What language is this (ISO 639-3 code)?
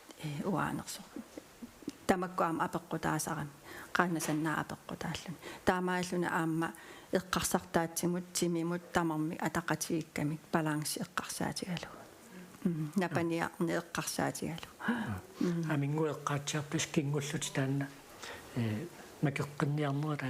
kal